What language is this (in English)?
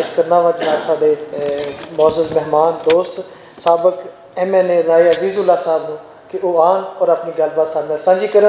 Western Panjabi